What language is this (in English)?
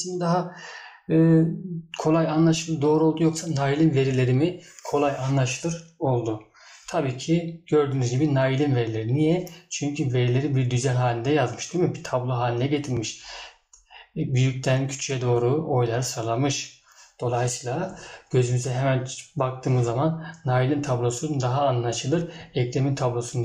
Turkish